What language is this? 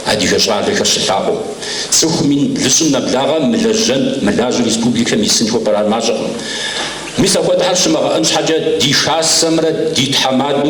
Kabardian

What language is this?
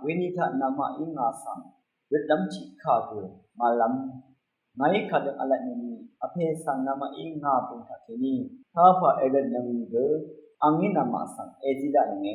Rawang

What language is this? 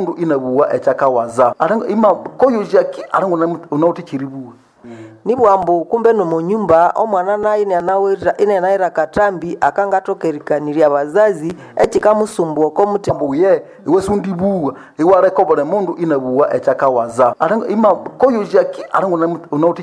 Nande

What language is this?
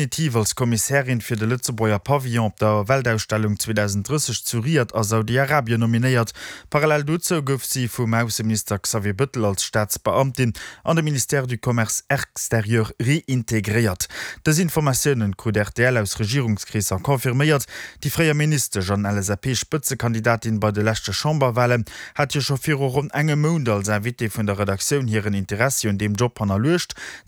Luxembourgish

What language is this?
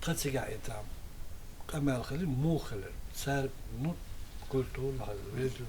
Chechen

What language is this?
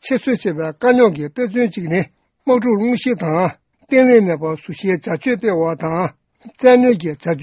Tibetan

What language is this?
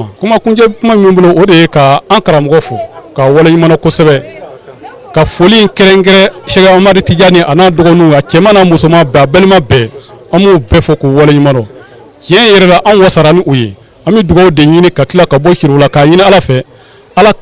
Bambara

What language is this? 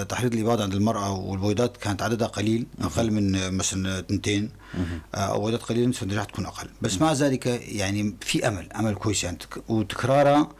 North Levantine Arabic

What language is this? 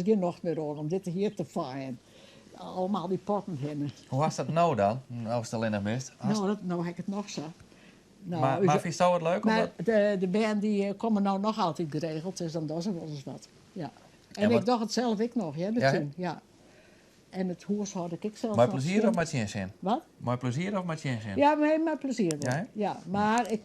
Western Frisian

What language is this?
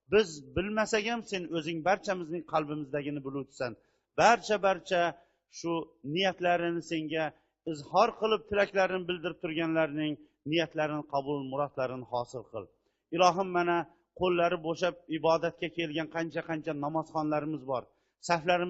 Uzbek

